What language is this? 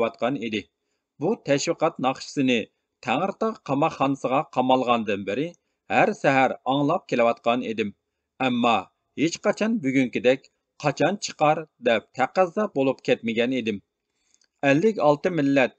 Uyghur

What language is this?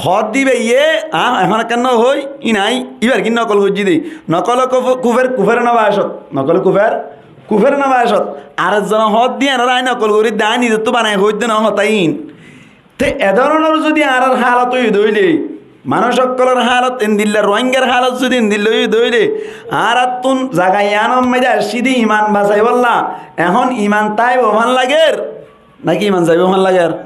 Rohingya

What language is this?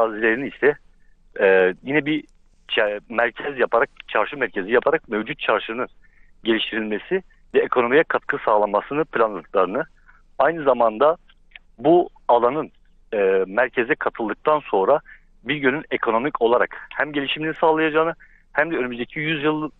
Turkish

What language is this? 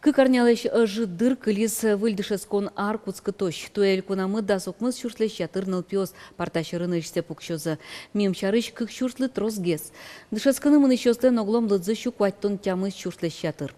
Udmurt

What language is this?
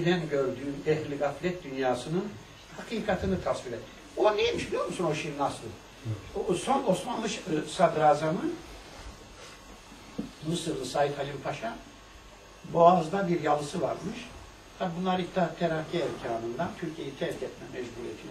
Turkish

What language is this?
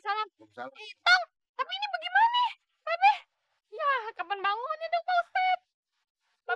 Betawi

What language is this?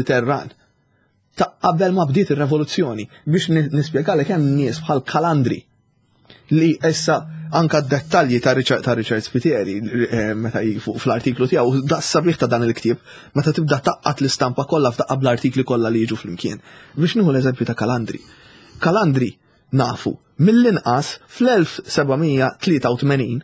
Maltese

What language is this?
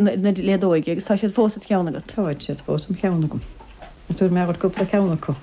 Irish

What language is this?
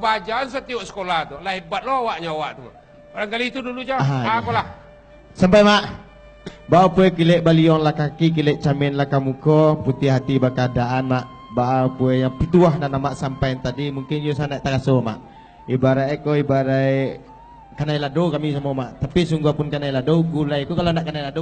Minangkabau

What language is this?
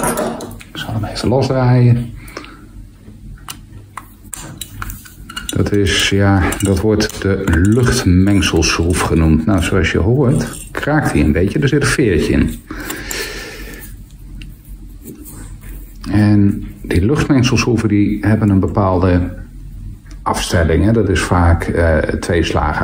Dutch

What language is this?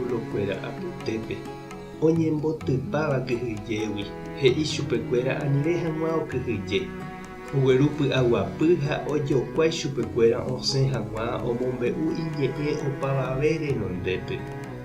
Guarani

